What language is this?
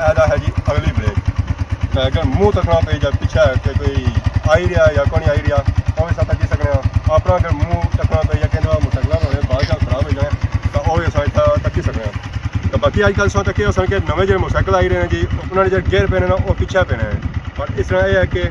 Pahari-Potwari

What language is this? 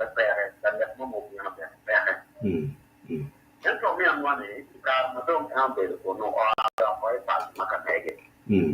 Acoli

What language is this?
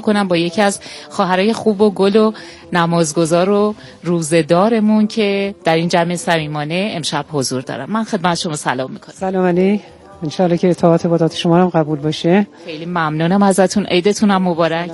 Persian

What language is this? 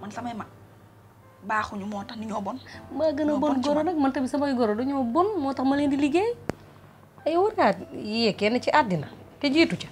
Wolof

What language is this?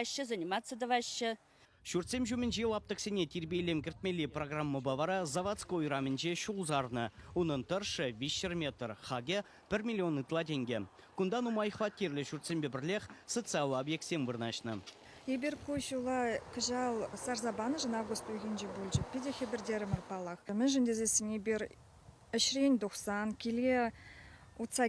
Chuvash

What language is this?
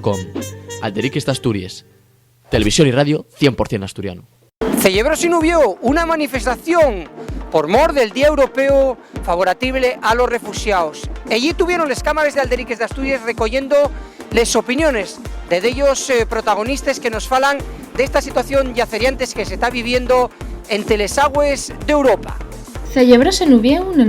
Asturian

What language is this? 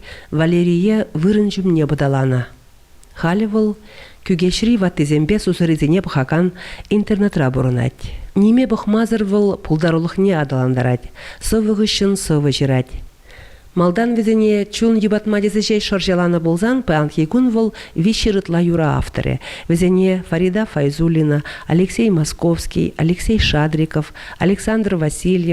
Chuvash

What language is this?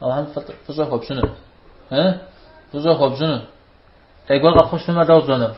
Kabardian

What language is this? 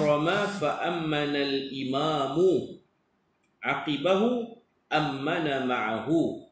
Malay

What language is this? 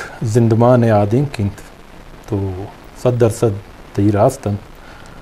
Eastern Balochi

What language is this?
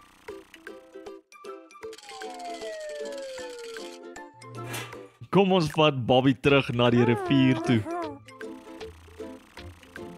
Afrikaans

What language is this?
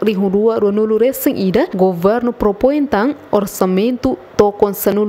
Tetum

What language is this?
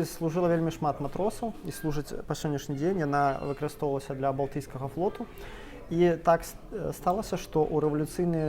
Belarusian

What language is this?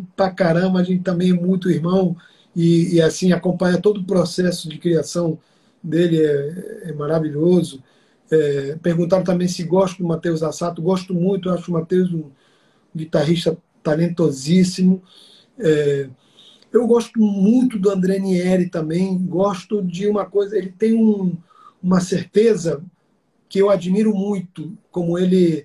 Portuguese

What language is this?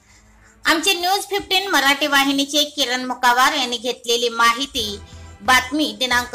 Marathi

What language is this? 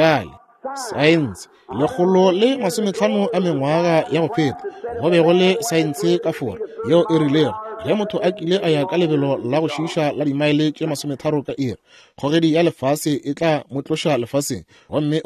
Northern Sotho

